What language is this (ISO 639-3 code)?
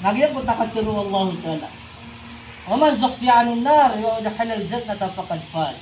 mrw